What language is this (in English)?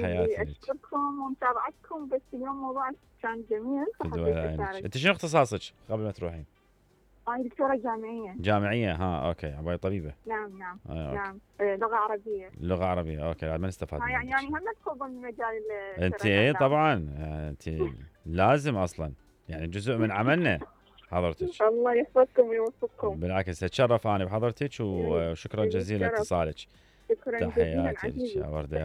Mesopotamian Arabic